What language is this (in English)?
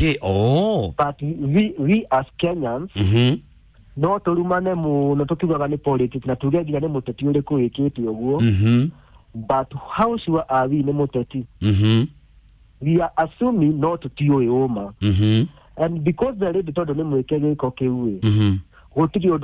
Kikuyu